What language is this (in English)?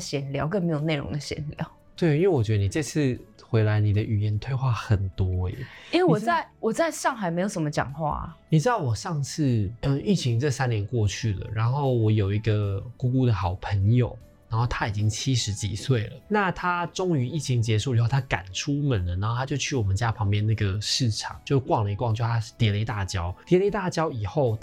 Chinese